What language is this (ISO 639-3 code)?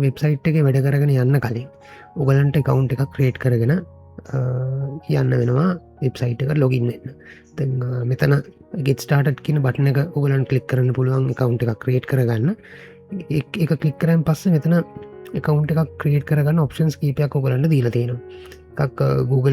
sin